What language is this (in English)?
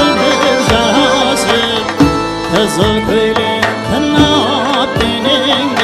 Kara-Kalpak